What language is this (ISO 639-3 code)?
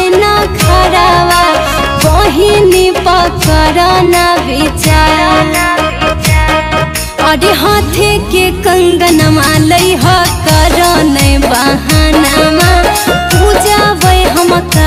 bho